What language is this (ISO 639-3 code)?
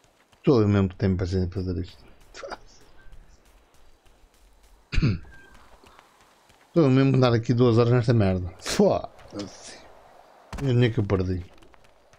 por